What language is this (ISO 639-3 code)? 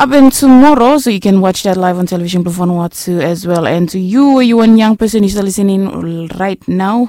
bis